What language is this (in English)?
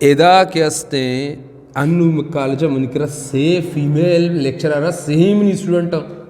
Eastern Balochi